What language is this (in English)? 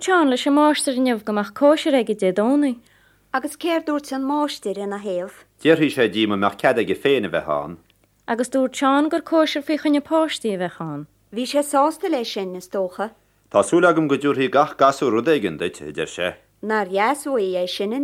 Irish